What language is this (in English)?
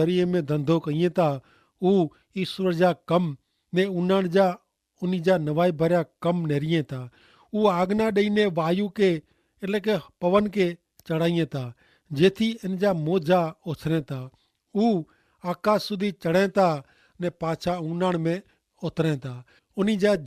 Kachhi